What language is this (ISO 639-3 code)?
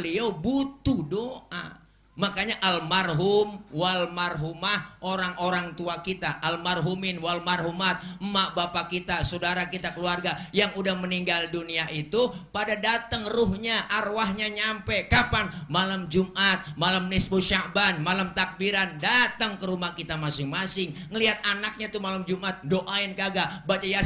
bew